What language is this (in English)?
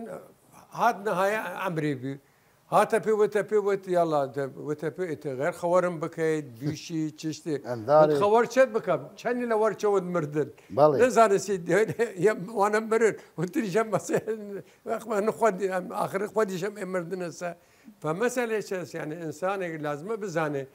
Southern Kurdish